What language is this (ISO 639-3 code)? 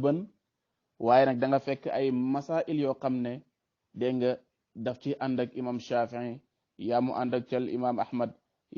wol